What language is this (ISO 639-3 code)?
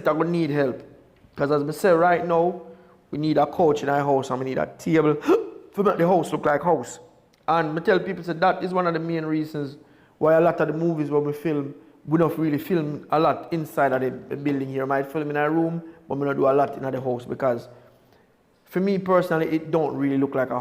jam